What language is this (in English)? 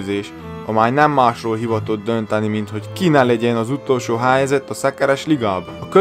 Hungarian